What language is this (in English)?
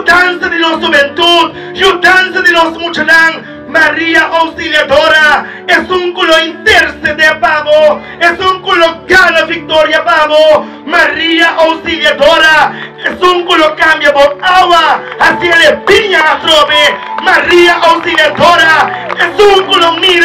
Papiamento